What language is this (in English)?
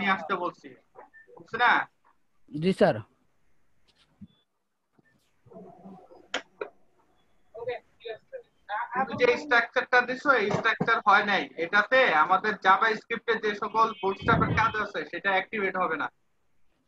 Bangla